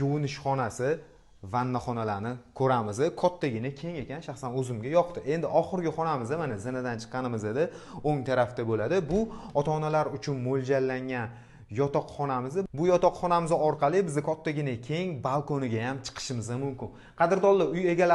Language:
Uzbek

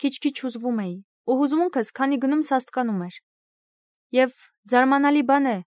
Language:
Armenian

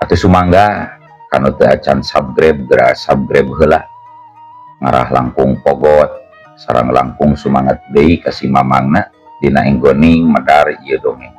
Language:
Sundanese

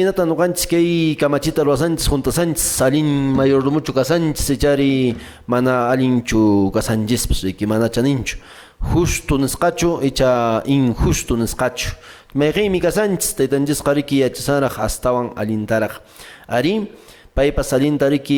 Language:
Quechua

